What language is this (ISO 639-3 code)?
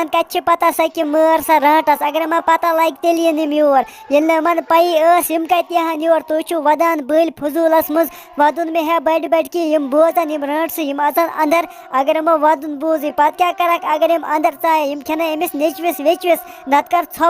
kas